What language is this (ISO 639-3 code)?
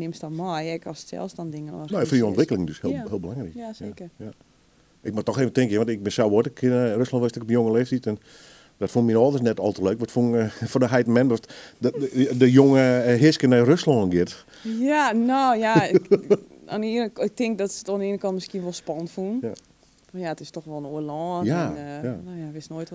fry